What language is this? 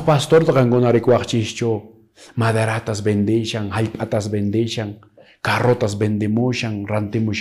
Quechua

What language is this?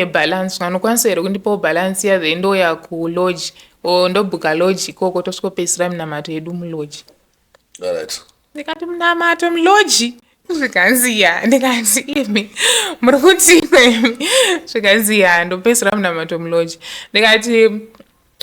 Shona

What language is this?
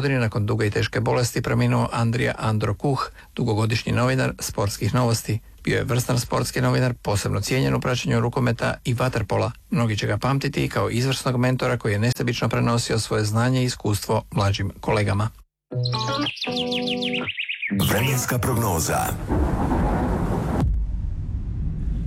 Croatian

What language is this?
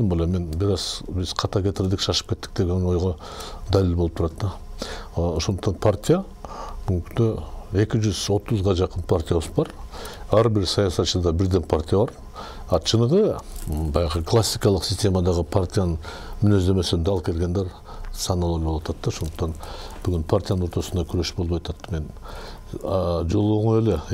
Kyrgyz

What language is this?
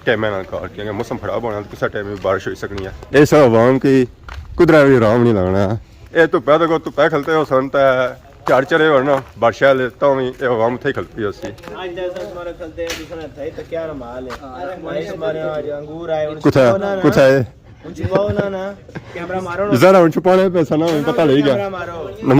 Pahari-Potwari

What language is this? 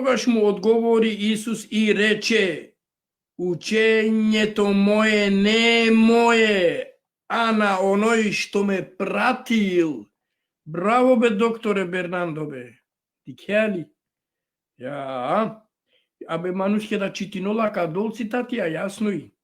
Balkan Romani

